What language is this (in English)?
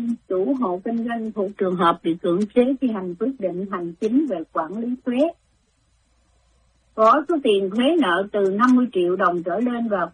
Vietnamese